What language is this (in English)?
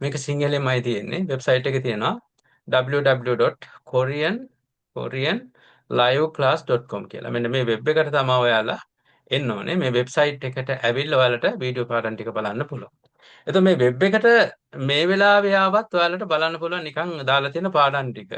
Sinhala